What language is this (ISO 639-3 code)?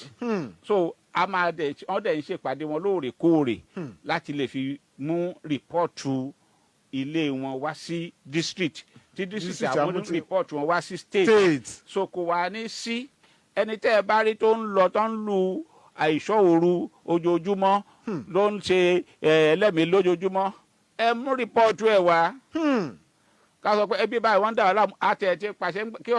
yor